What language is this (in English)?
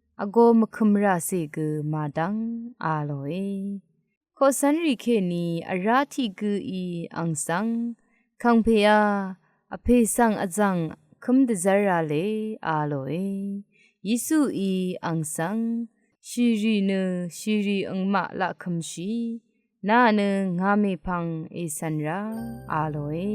Rawang